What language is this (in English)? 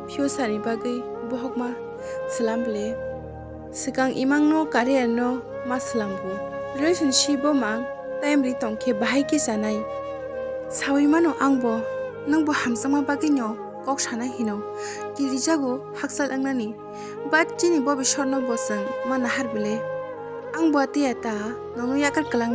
Kok Borok